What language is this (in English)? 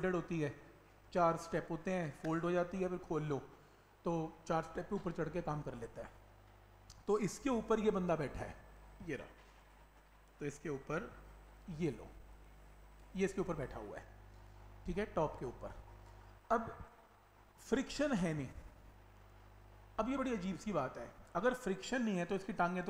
Hindi